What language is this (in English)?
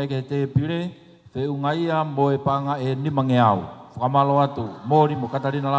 Tongan